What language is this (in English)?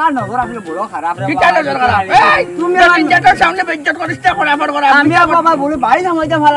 Sylheti